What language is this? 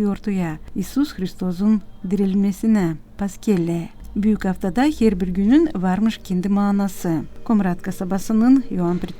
Gagauz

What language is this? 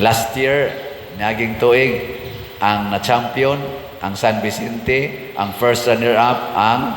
Cebuano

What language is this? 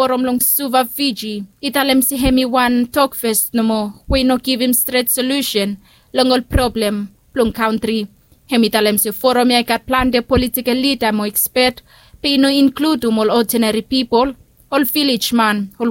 Bislama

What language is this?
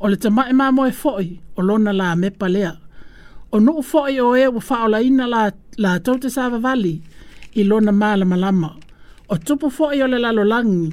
Samoan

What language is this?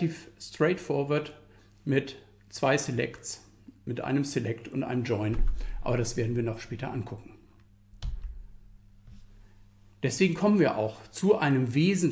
German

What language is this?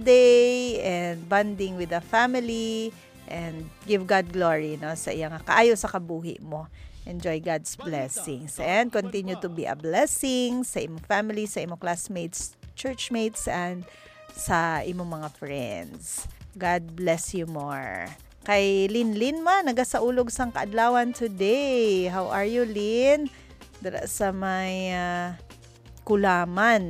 Hiligaynon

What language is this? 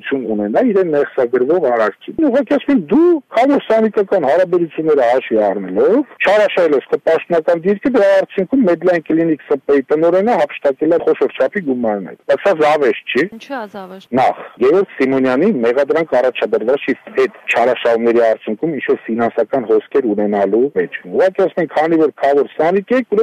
Armenian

